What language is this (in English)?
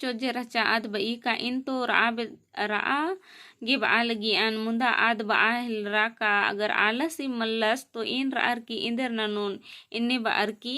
Kurukh